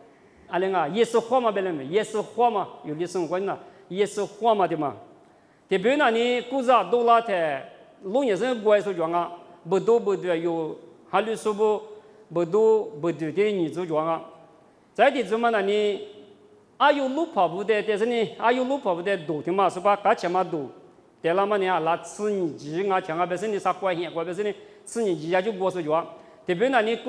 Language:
Lisu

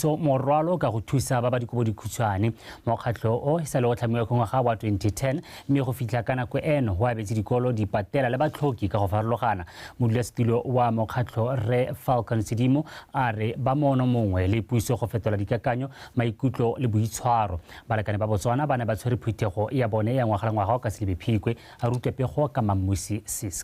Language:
Tswana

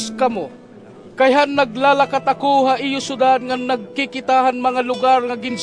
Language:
Waray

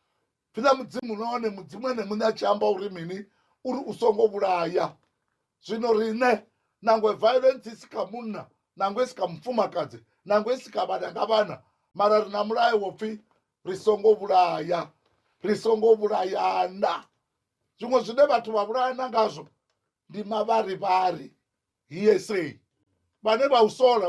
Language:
Venda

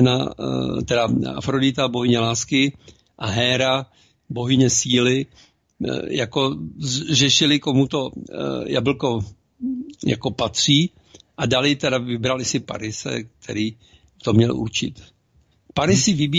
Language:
Czech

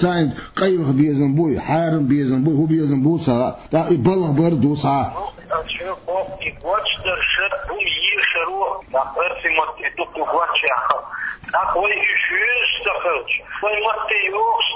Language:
Chechen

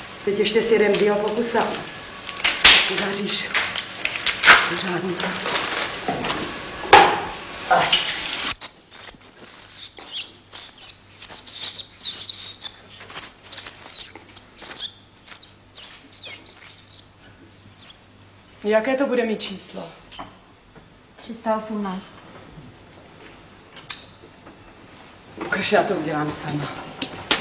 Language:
Czech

